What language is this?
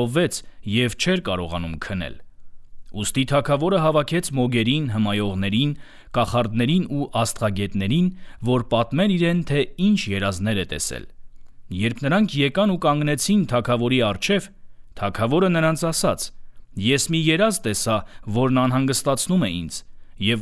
Armenian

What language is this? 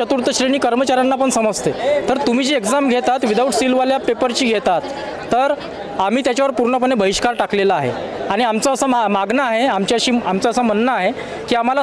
Marathi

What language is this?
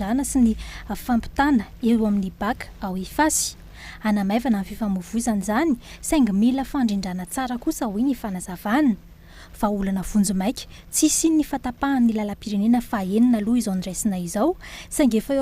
Malagasy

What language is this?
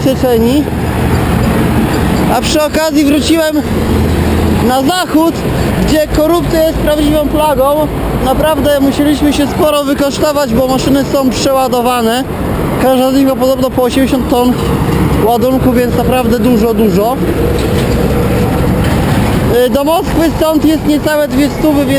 Polish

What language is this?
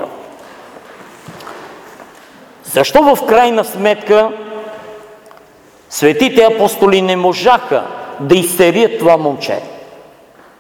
Bulgarian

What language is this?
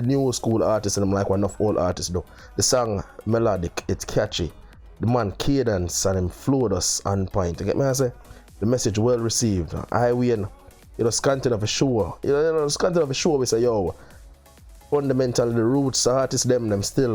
Jamaican Creole English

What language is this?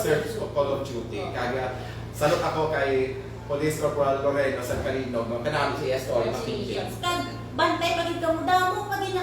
Hiligaynon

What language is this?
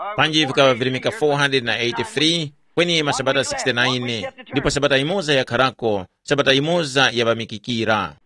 Tumbuka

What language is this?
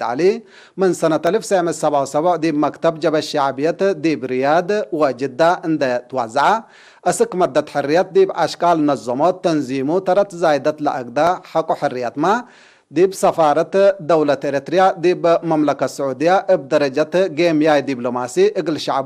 Tigre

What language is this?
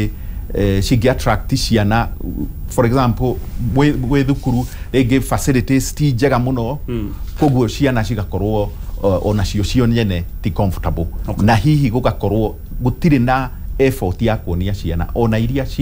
Kikuyu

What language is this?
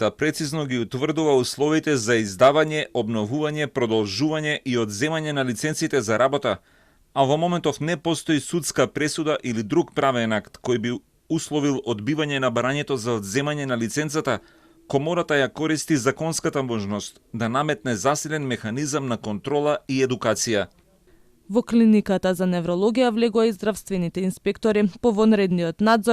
Macedonian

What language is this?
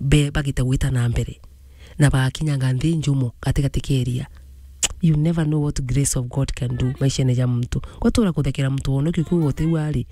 Meru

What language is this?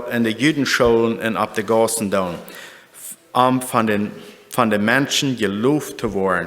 Plautdietsch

